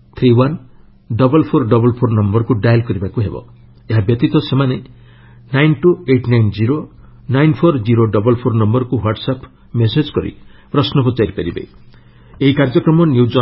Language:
Odia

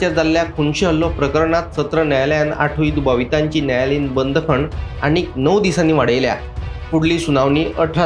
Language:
Konkani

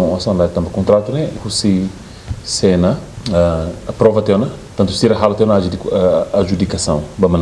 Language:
Tetum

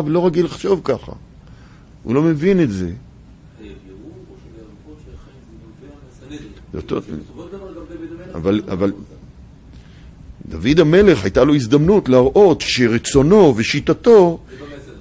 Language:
Hebrew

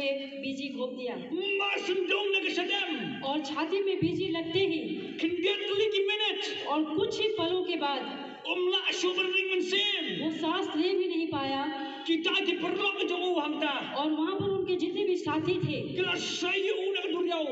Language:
Khasi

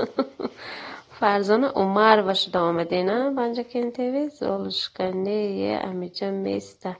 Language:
Tajik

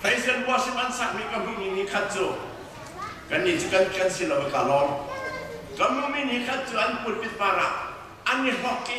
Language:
Hakha Chin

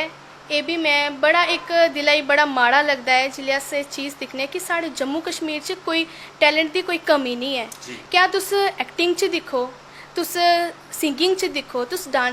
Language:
Dogri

